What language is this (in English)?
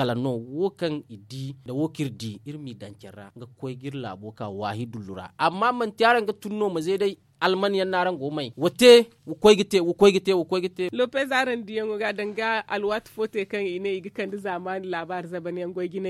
Zarma